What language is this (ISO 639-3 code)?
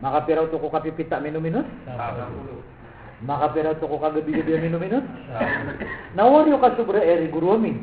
mrw